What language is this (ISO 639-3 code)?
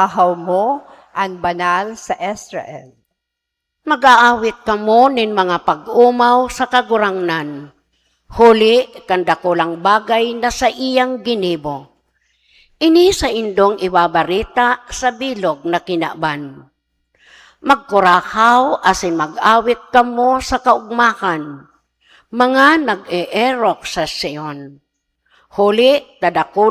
bik